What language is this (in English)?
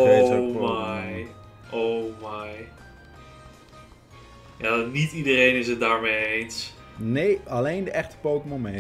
Dutch